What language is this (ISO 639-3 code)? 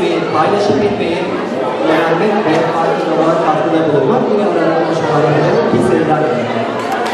tur